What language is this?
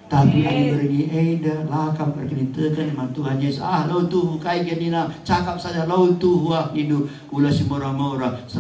Batak Karo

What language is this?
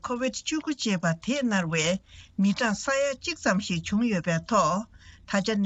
Tibetan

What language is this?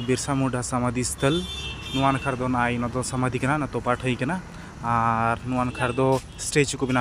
Santali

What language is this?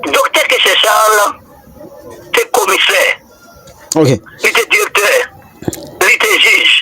Haitian Creole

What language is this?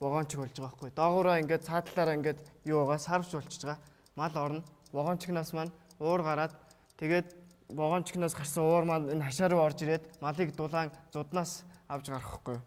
Mongolian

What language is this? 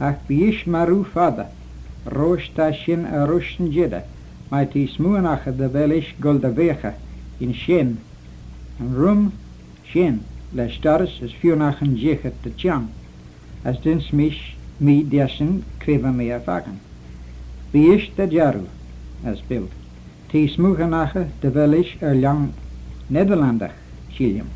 Manx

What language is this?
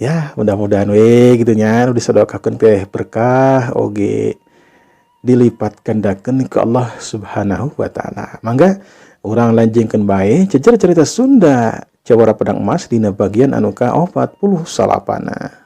Sundanese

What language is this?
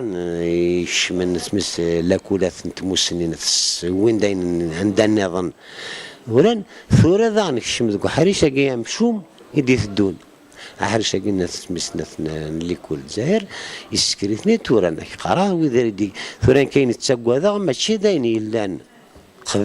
Kabyle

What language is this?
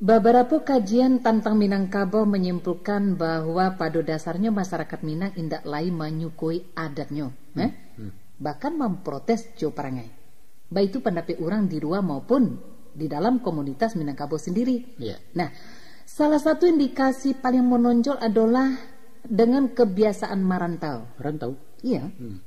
Minangkabau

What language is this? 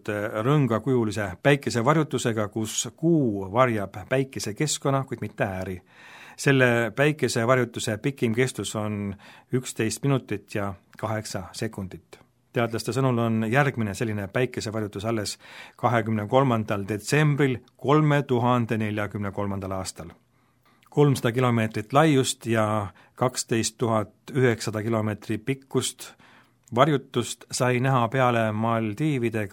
Estonian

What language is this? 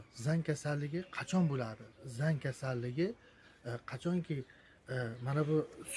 Uzbek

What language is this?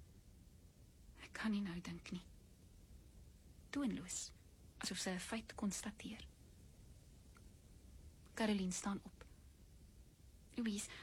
Afrikaans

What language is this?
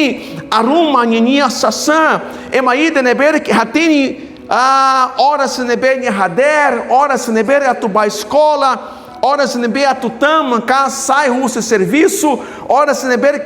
Tetum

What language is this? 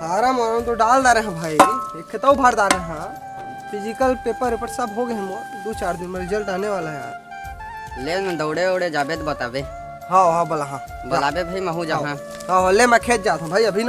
Chhattisgarhi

